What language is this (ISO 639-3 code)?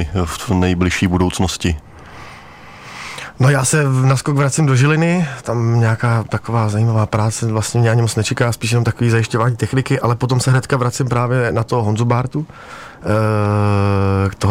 ces